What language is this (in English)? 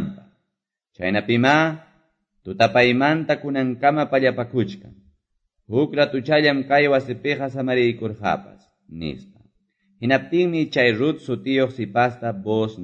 Quechua